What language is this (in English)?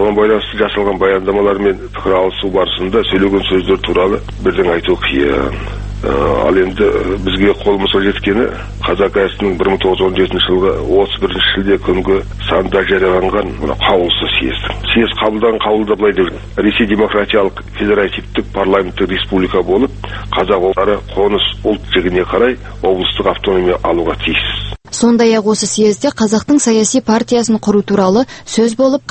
Kazakh